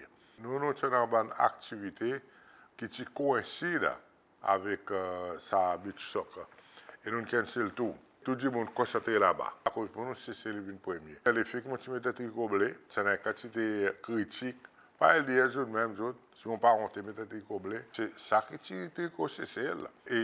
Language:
Seselwa Creole French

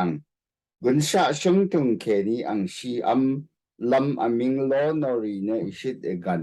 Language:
Rawang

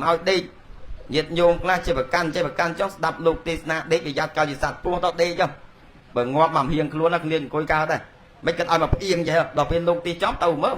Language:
Khmer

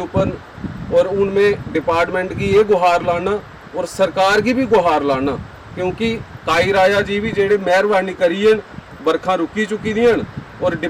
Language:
Dogri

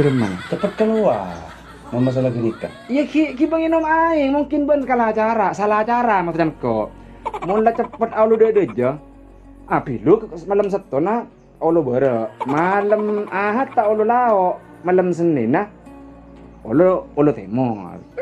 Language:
Madurese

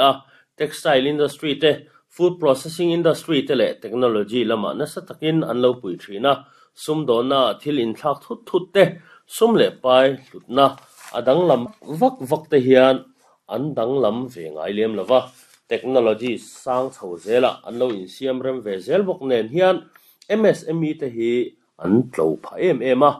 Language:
Mizo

